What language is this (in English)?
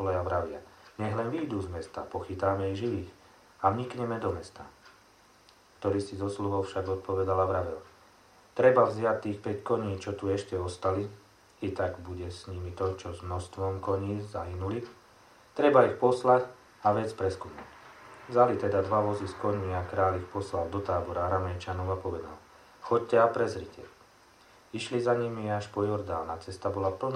Slovak